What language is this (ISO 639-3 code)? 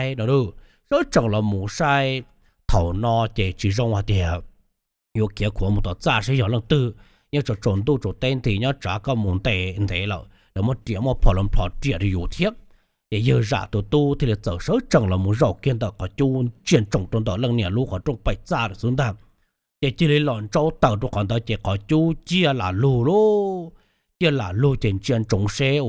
hmn